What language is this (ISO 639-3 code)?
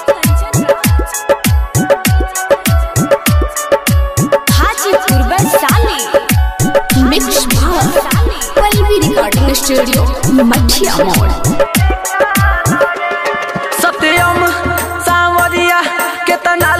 bho